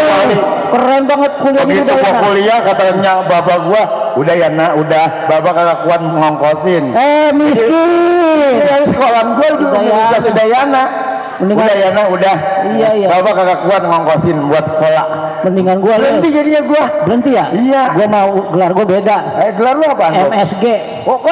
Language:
Betawi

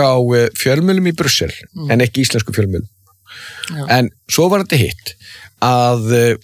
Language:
Icelandic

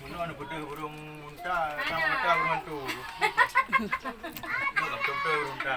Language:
Achinese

